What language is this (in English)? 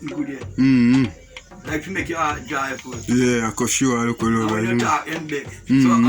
Jamaican Creole English